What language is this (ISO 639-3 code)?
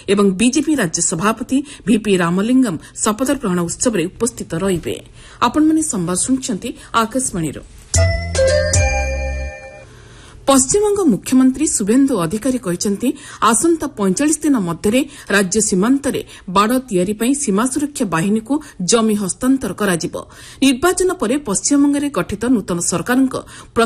ori